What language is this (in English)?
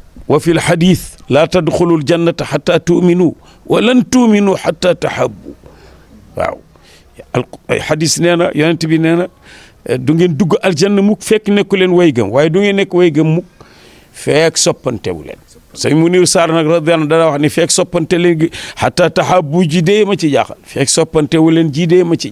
Wolof